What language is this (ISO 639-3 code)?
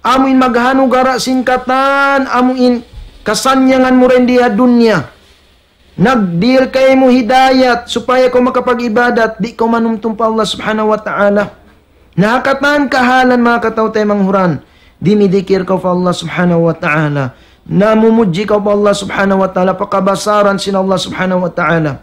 tsg